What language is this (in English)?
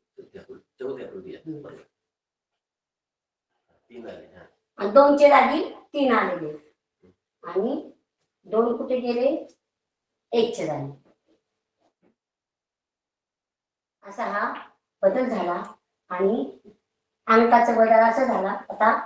Marathi